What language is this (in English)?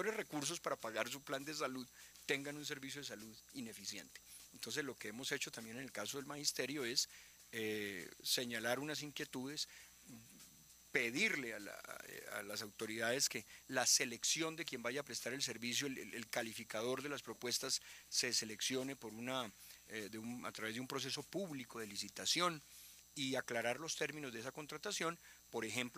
Spanish